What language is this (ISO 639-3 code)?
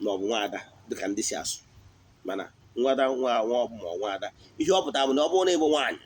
ibo